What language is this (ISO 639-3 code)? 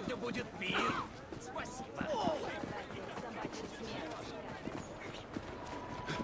rus